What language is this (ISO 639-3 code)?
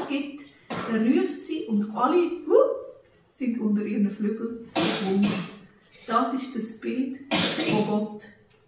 gsw